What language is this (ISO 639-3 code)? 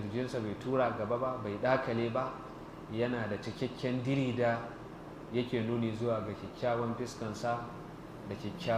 hau